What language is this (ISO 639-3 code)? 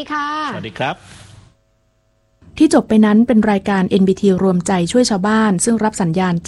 tha